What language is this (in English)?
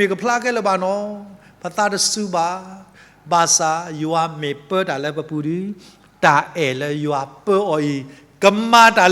S'gaw Karen